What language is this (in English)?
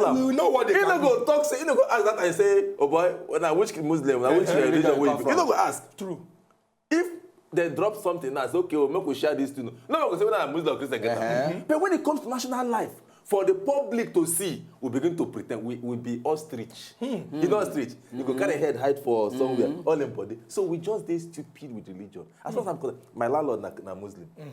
Nigerian Pidgin